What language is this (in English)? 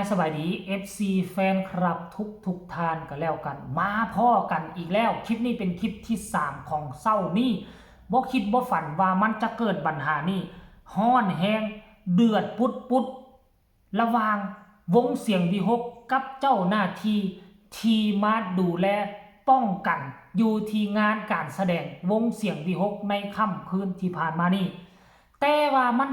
Northeastern Thai